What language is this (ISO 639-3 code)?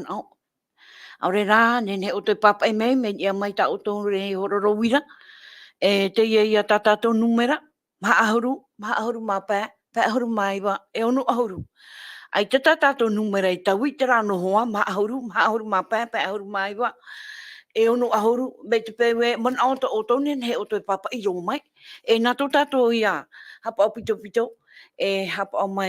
tah